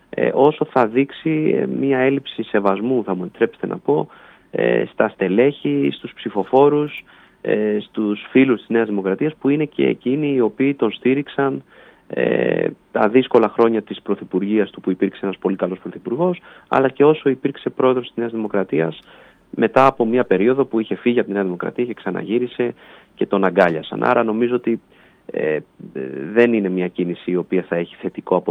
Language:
Greek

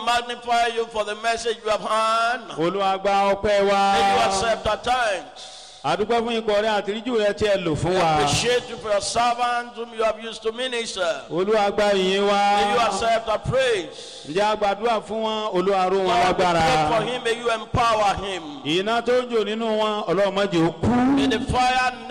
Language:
Yoruba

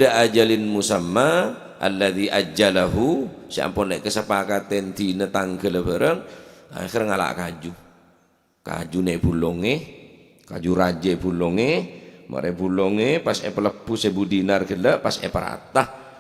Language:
Madurese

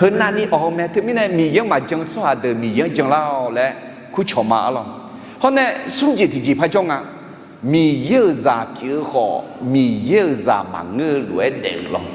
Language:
Akha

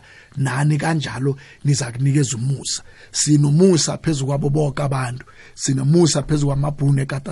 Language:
South Ndebele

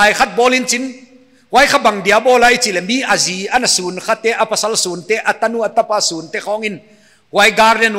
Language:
Paite Chin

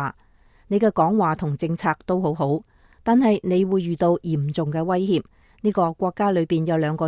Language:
Cantonese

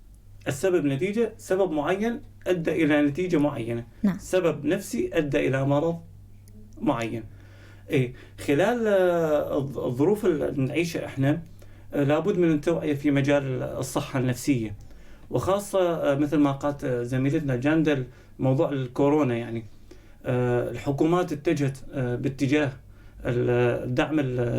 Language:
North Levantine Arabic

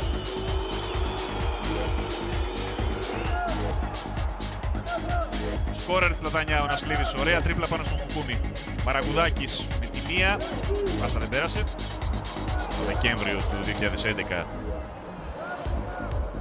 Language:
Greek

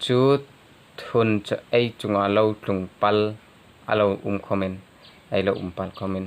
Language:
Hmar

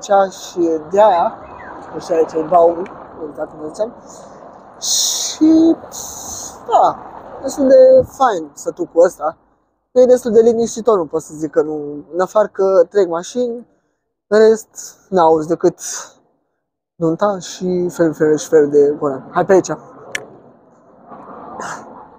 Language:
Romanian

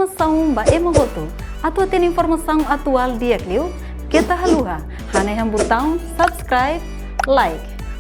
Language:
Tetum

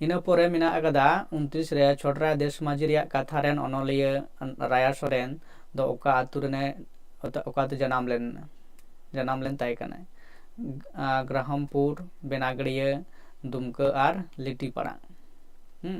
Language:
Santali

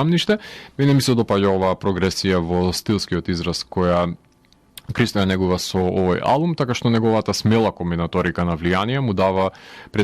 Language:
Macedonian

